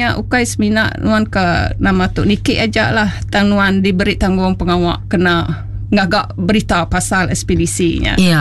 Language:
Iban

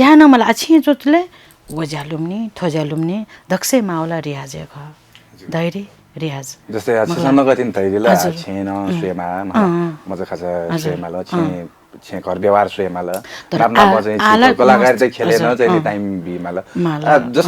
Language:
Newari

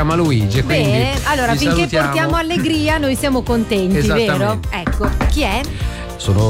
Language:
Italian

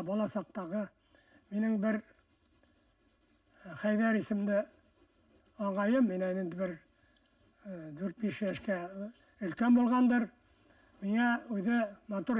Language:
Bashkir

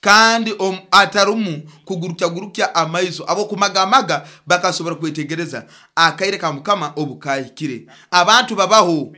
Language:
Nyoro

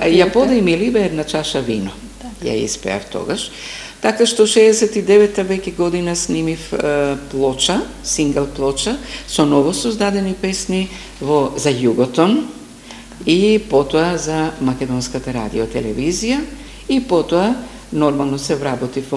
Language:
Macedonian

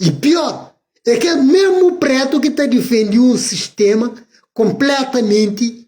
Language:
Kabuverdianu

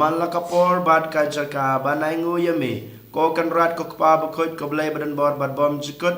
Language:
Khasi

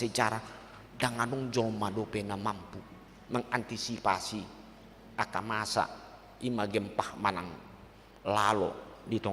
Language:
Batak Toba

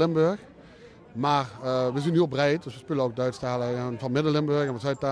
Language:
Limburgish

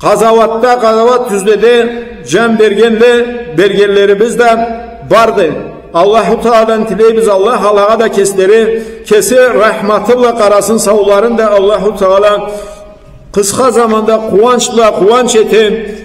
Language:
Karachay-Balkar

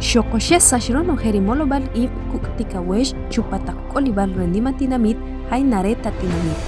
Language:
Achi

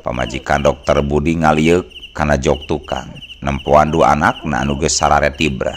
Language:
Sundanese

